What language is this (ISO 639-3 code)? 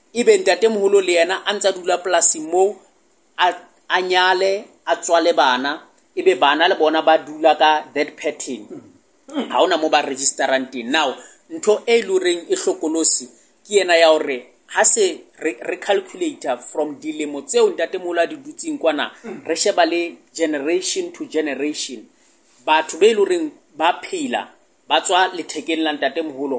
sot